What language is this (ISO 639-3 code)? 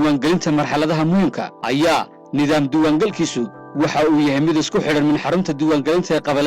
som